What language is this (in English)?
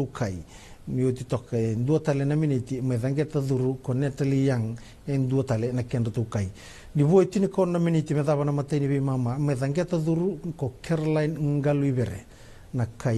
Fijian